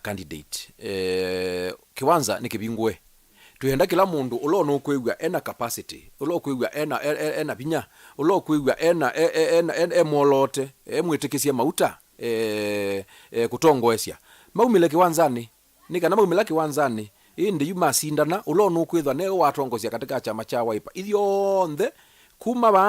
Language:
Kamba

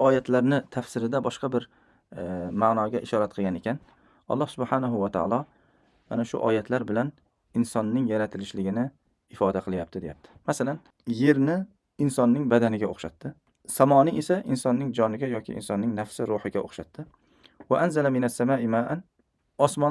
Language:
Uzbek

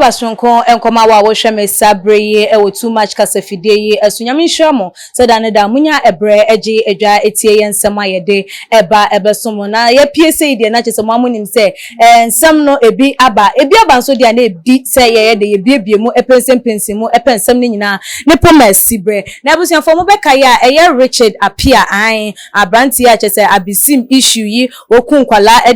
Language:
Akan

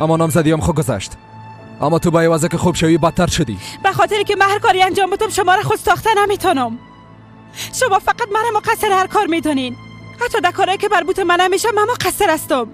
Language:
Persian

